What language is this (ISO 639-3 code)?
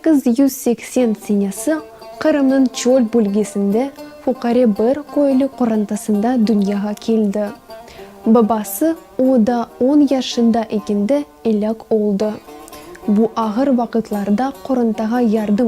crh